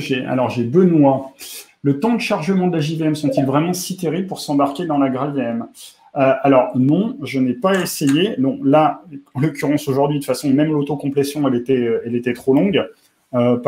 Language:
French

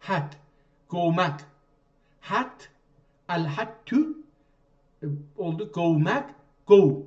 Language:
South Azerbaijani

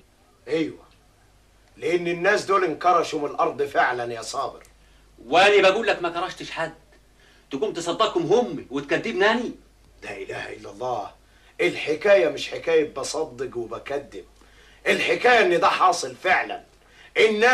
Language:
Egyptian Arabic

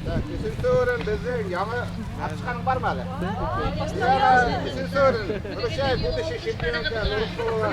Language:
Bashkir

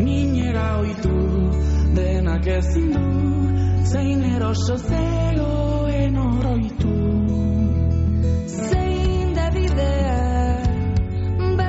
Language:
Basque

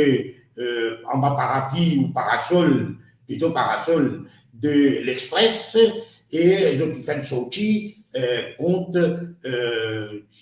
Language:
Morisyen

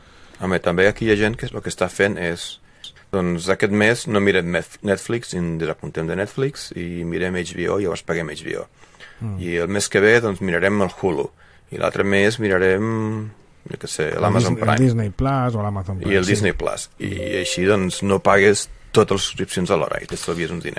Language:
Catalan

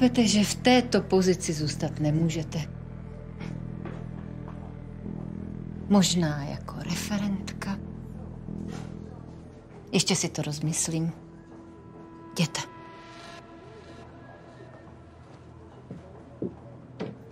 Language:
Czech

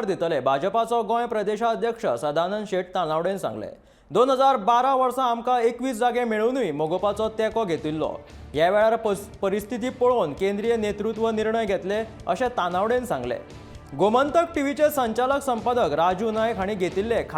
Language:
Konkani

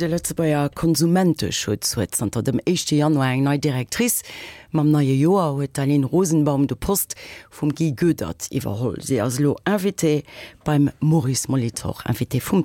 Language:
Luxembourgish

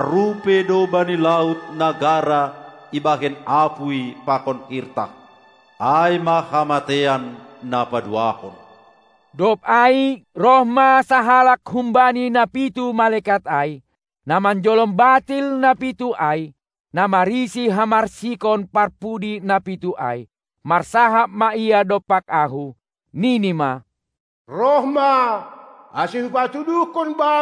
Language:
Batak Simalungun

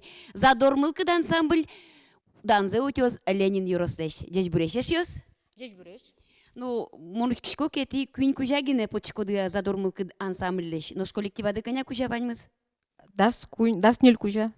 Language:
Udmurt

